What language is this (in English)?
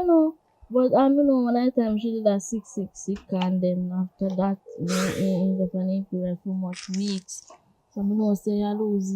Jamaican Creole English